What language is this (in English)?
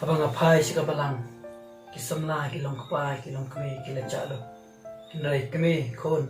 Khasi